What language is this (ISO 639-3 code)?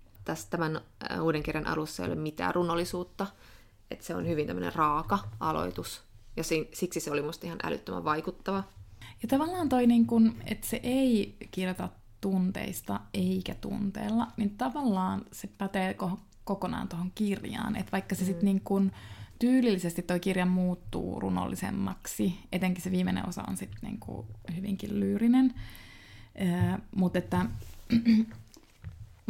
fin